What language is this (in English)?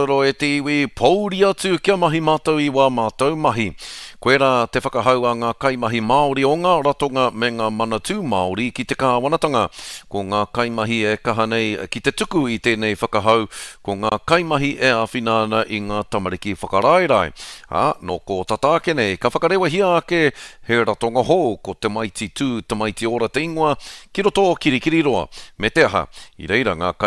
Māori